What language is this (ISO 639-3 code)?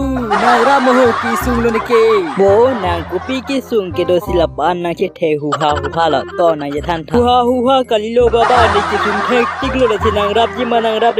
mjw